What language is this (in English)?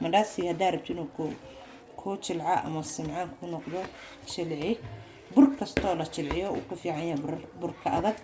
Somali